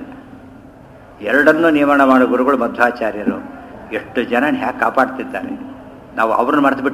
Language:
Kannada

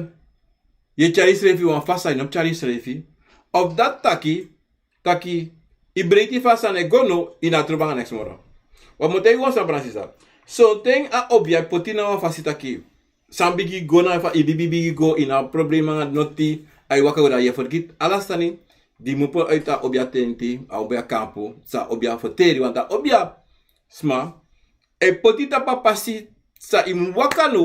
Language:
Sranan Tongo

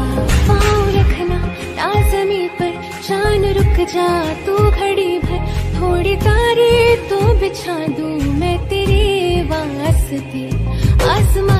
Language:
Hindi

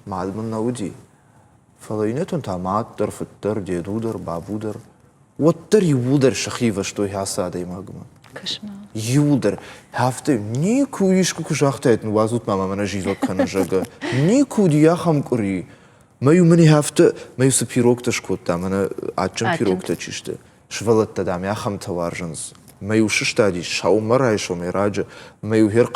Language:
Ossetic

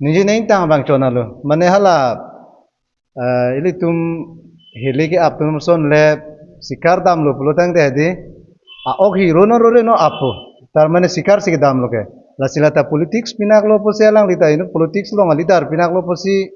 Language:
Karbi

